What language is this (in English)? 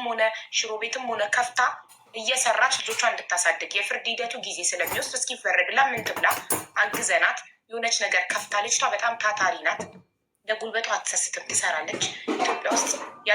Amharic